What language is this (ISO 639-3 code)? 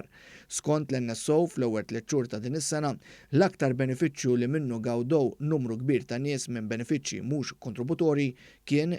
mlt